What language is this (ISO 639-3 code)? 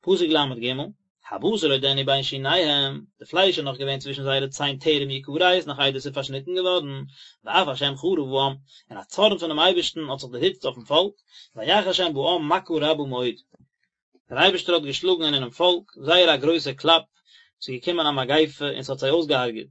yid